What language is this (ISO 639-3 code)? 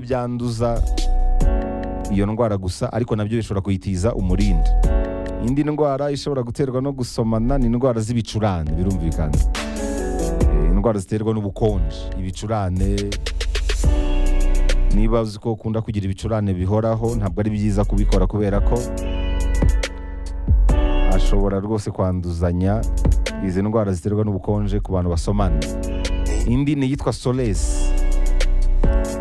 kin